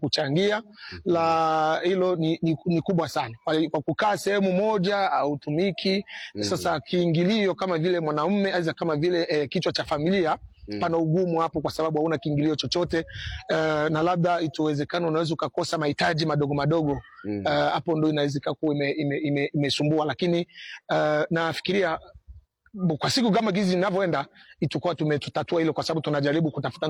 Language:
Swahili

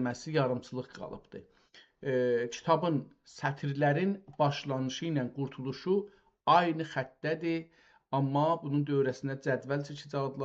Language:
South Azerbaijani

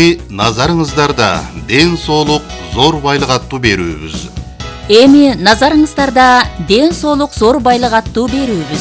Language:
Kyrgyz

